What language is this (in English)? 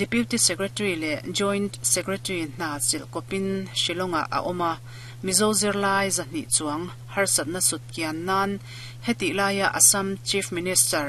Mizo